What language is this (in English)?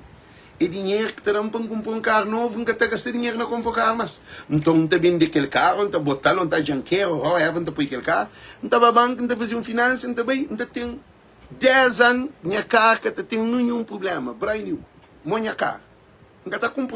Kabuverdianu